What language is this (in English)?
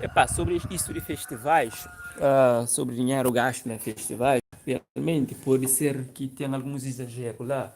Kabuverdianu